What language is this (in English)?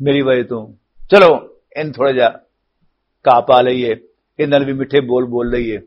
Western Panjabi